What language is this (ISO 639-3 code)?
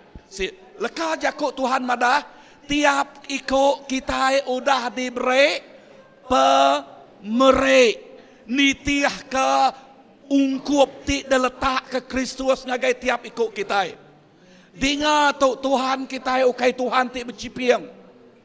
iba